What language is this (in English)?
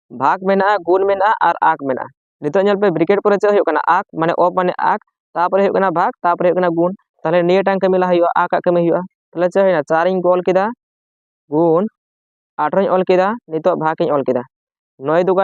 Santali